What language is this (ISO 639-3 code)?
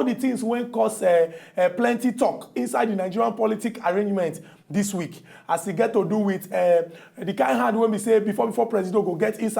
pcm